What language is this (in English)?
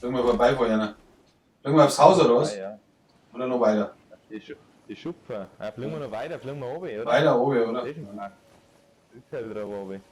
Bavarian